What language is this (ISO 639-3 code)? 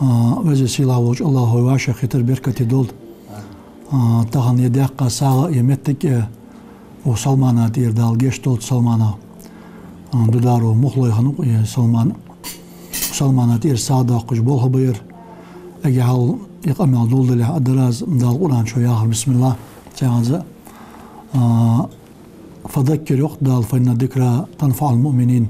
inh